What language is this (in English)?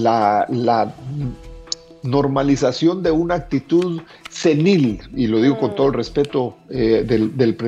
Spanish